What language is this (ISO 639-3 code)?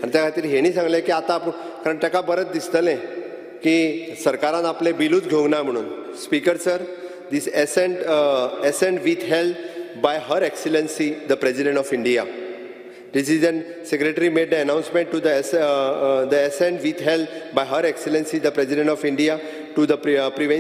kok